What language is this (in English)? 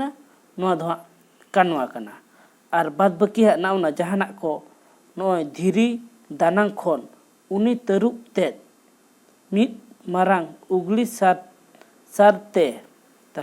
Santali